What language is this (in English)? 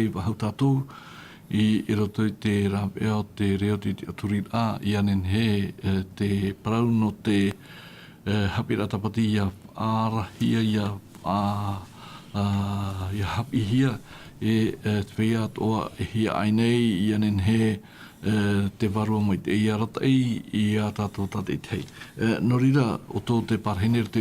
Tahitian